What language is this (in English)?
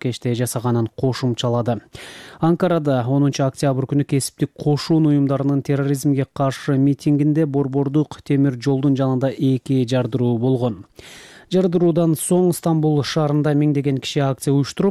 Kyrgyz